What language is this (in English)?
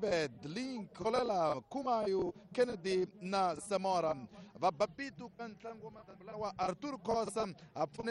Tsonga